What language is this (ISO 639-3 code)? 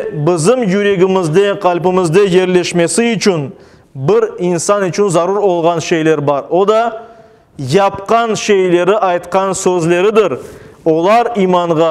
crh